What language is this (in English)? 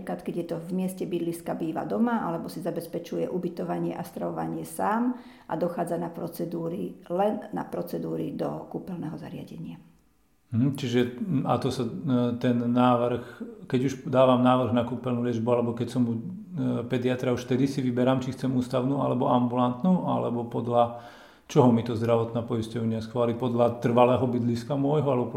Slovak